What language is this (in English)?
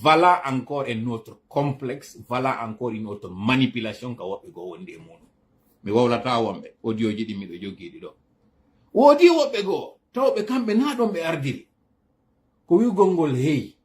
Fula